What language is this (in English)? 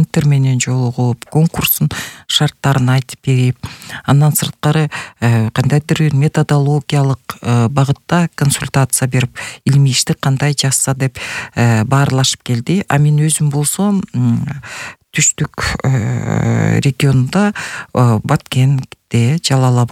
Kyrgyz